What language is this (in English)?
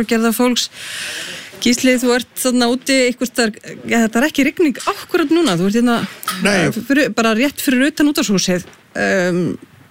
Icelandic